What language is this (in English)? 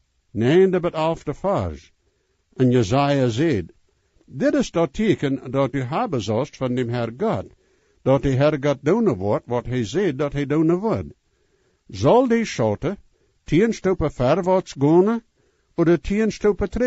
Plautdietsch